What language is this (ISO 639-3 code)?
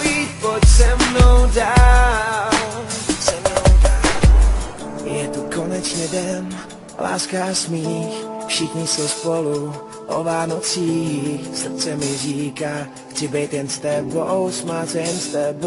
ces